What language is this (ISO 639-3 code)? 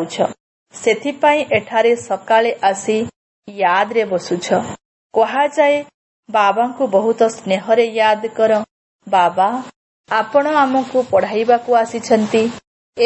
ori